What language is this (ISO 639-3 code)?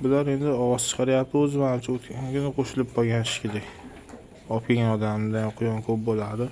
uzb